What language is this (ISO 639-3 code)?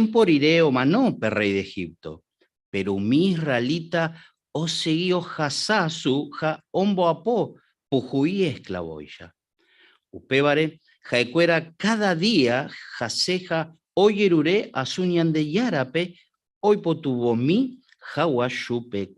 grn